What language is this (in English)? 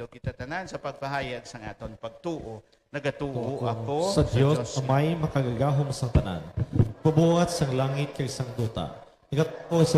Hiligaynon